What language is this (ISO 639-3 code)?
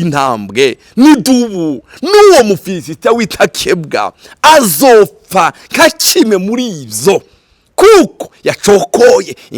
run